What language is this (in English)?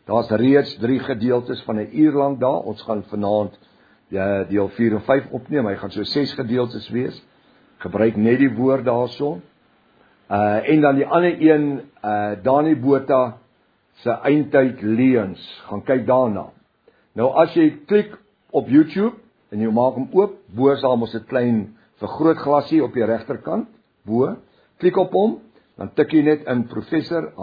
Afrikaans